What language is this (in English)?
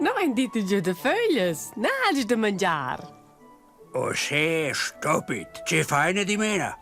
Romansh